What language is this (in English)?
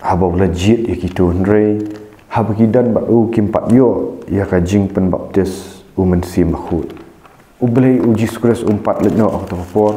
Khasi